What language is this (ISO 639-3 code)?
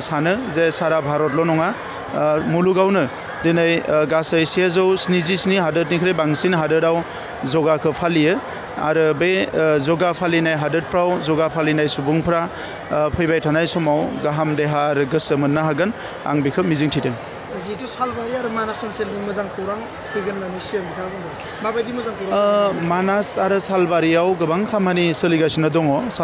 brx